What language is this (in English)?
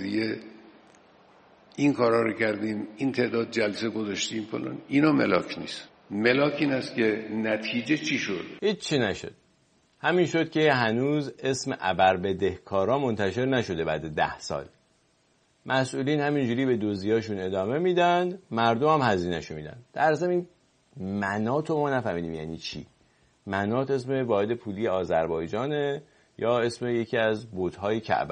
Persian